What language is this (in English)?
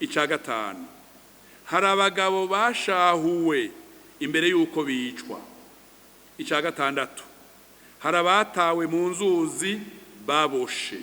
Rundi